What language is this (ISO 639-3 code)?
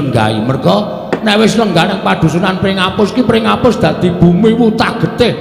jav